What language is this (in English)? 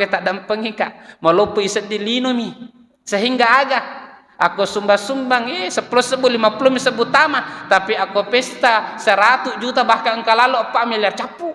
Buginese